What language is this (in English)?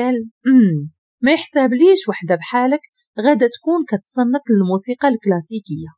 Moroccan Arabic